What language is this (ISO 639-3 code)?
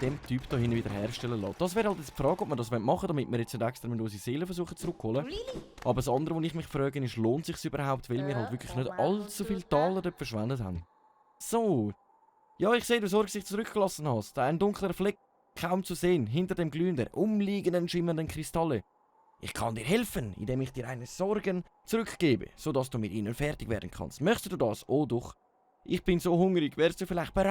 gsw